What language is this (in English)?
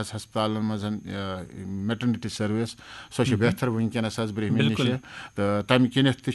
Kashmiri